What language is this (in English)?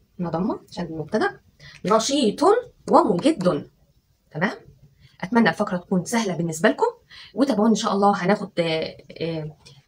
Egyptian Arabic